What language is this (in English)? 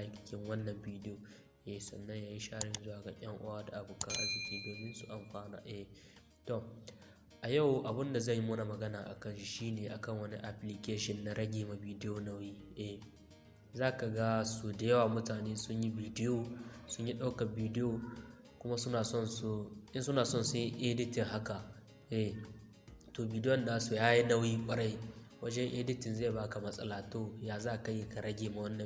Hausa